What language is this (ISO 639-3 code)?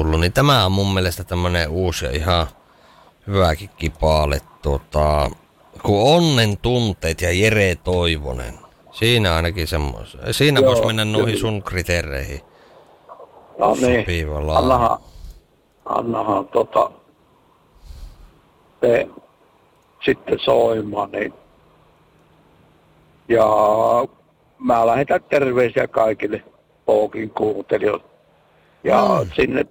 fin